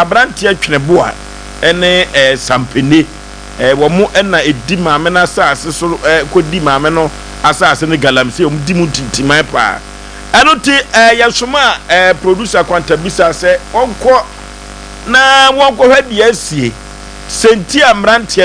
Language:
Akan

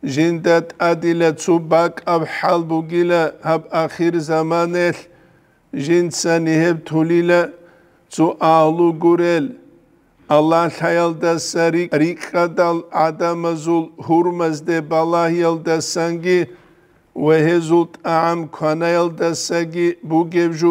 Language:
Avaric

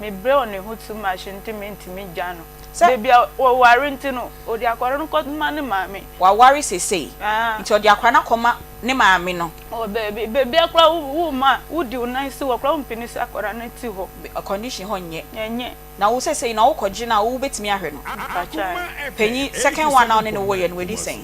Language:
Akan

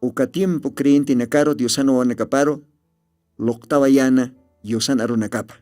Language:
Aymara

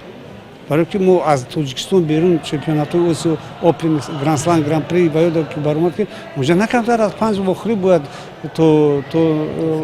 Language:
Tajik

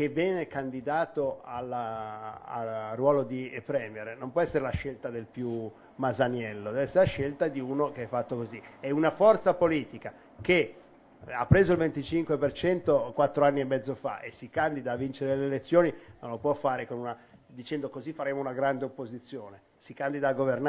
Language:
Italian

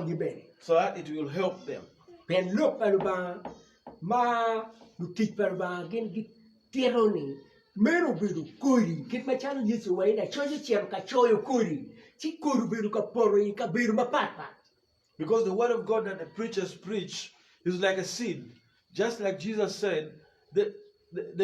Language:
Acoli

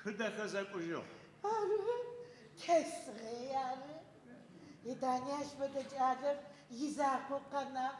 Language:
Adyghe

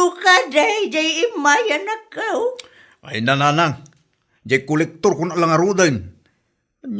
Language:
Iloko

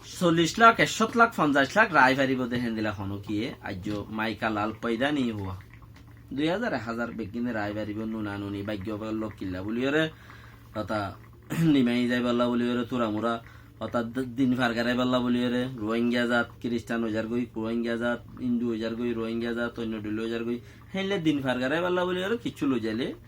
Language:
Rohingya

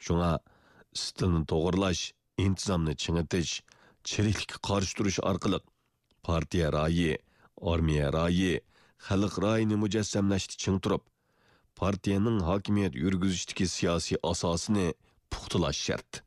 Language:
Uyghur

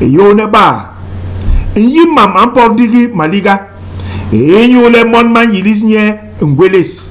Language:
Basaa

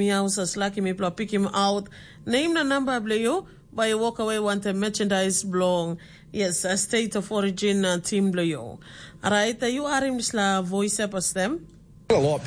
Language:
Tok Pisin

